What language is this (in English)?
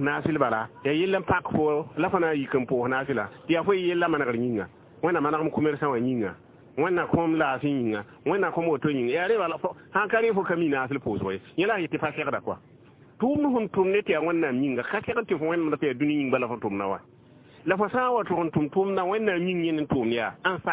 Mossi